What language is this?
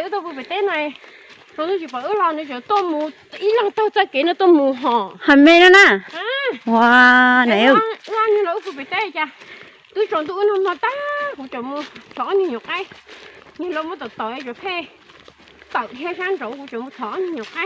Hmong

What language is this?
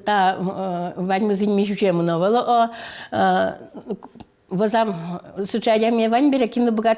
Udmurt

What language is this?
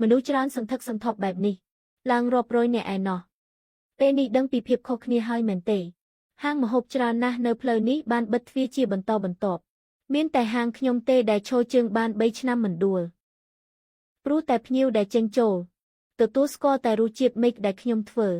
Khmer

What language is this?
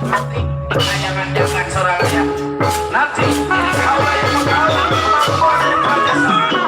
Betawi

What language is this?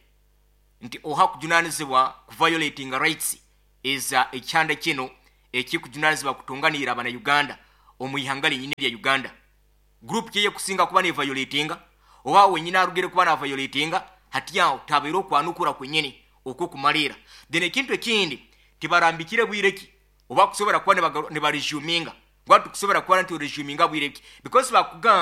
Nyoro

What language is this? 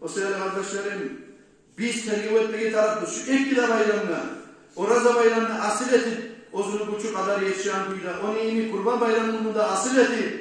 Kumyk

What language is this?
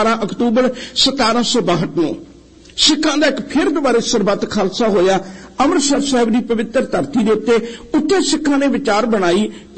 Punjabi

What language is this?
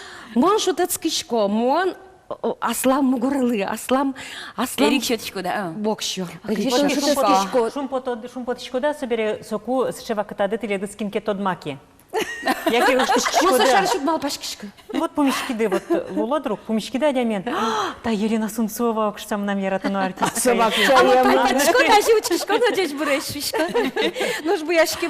Udmurt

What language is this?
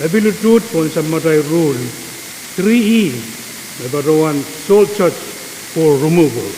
Pohnpeian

